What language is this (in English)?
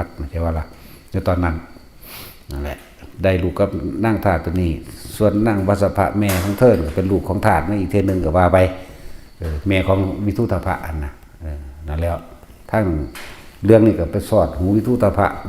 Northeastern Thai